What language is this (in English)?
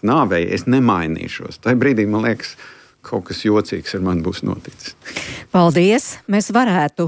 Latvian